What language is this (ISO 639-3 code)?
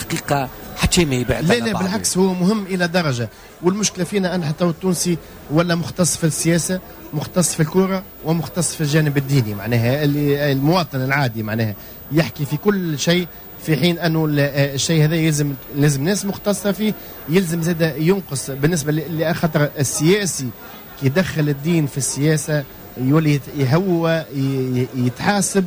aeb